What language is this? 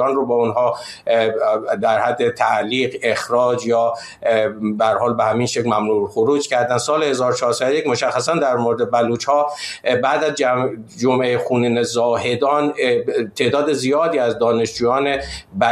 Persian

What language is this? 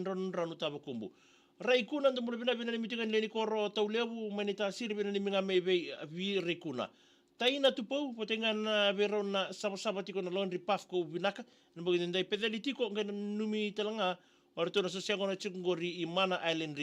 Fijian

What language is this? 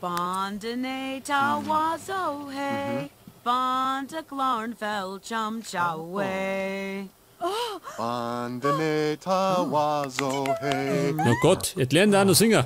Bavarian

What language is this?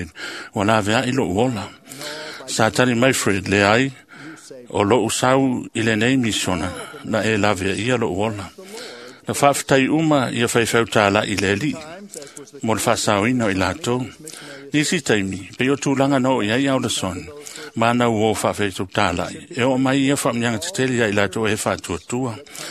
Samoan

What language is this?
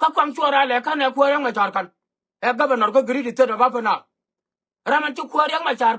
Nuer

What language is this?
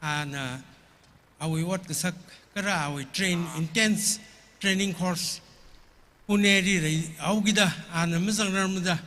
Tangkhul Naga (India)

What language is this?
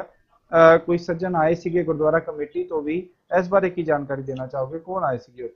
Punjabi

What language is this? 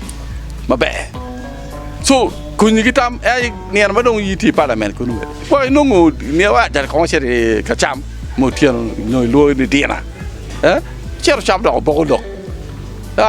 Acoli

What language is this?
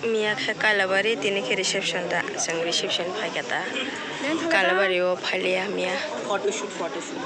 Kok Borok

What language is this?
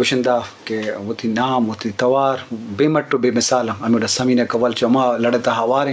Eastern Balochi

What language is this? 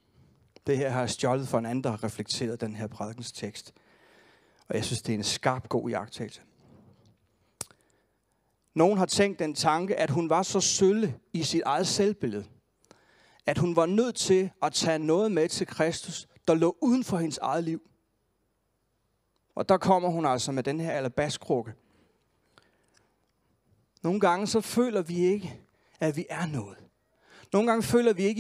Danish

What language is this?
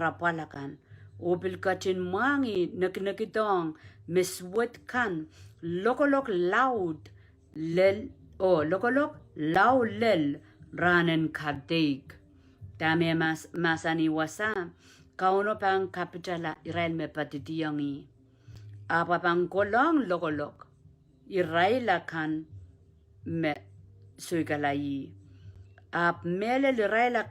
Pohnpeian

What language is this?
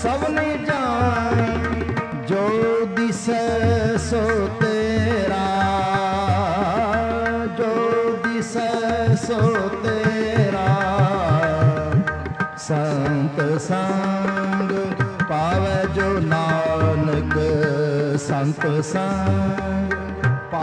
Punjabi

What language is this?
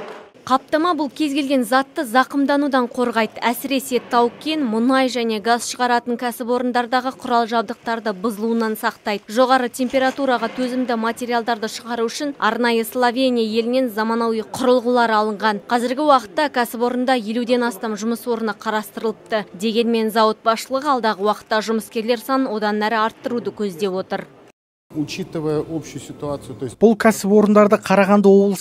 Kazakh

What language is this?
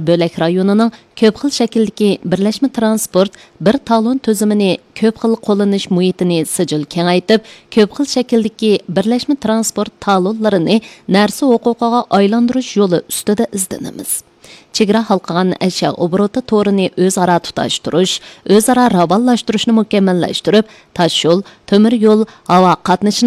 Uyghur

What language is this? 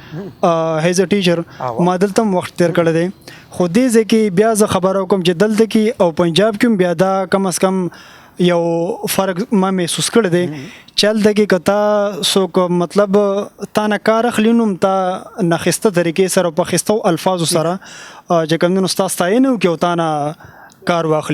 Pashto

